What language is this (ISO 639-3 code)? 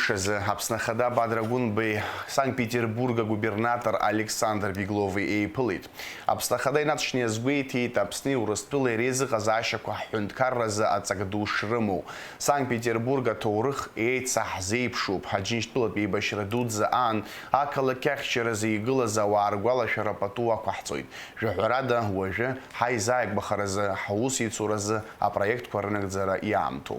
abk